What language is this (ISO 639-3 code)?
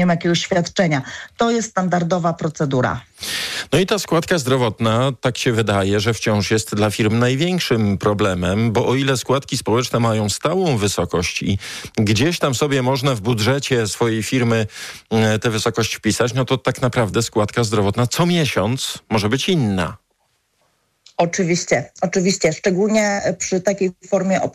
pol